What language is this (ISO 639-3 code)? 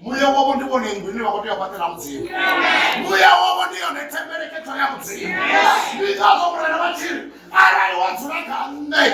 ven